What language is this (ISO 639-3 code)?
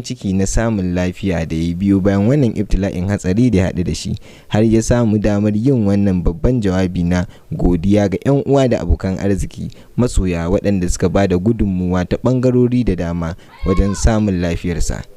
hau